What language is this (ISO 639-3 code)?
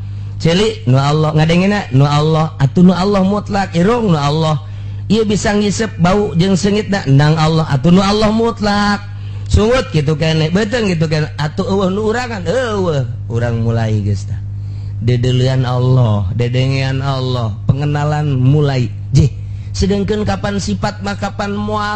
sun